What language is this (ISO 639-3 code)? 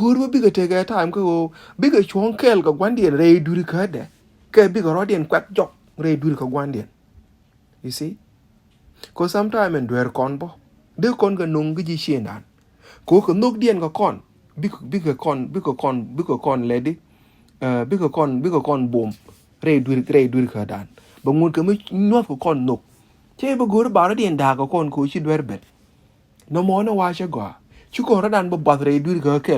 nus